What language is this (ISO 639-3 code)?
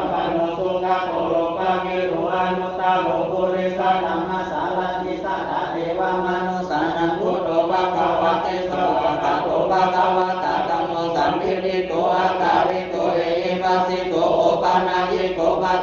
pli